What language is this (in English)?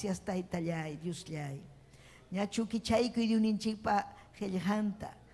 Ayacucho Quechua